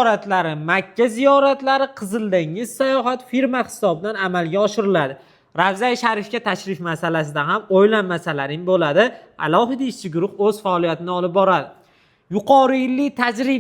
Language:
Uzbek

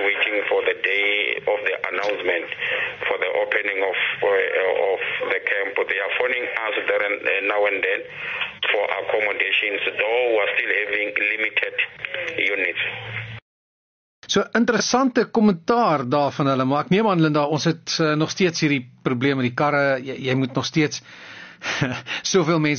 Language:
Afrikaans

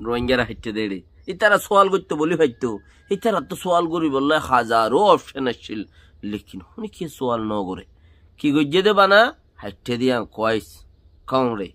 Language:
Rohingya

